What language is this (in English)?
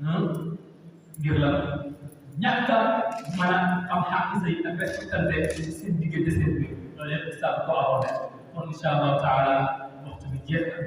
Wolof